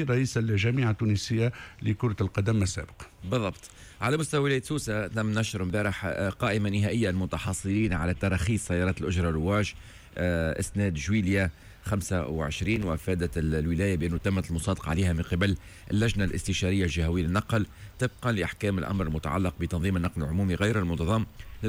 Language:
Tunisian Arabic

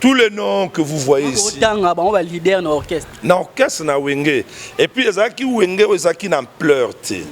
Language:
Lingala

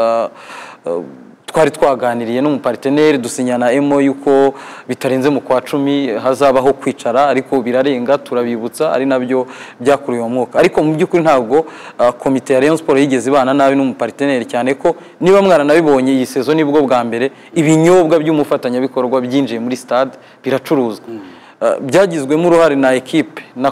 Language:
Kinyarwanda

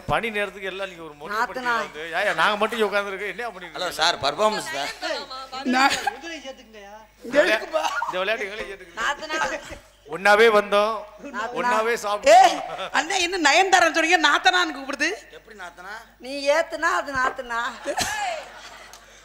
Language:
Tamil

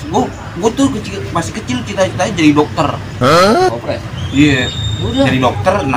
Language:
Betawi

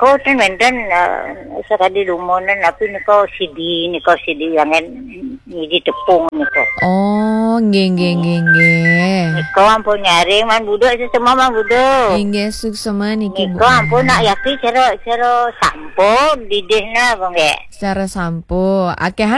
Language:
Balinese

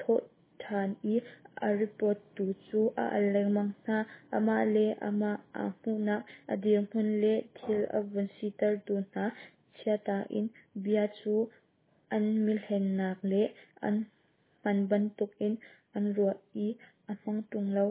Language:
Hakha Chin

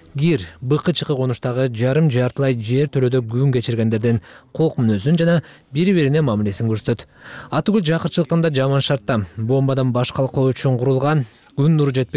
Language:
Kyrgyz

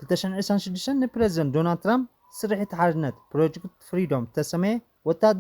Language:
Tigrinya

